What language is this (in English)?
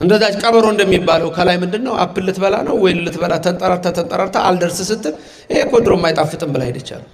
Amharic